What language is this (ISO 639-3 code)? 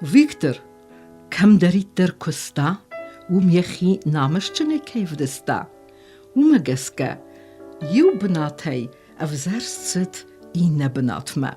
oss